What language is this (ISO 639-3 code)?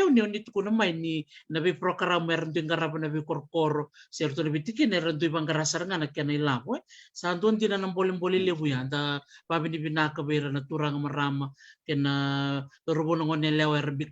fij